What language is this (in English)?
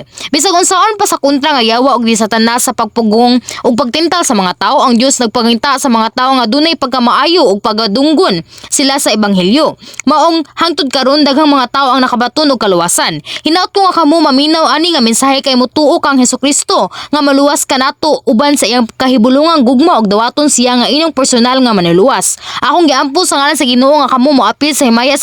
Cebuano